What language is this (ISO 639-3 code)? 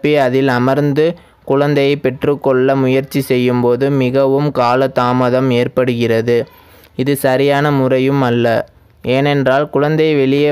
tam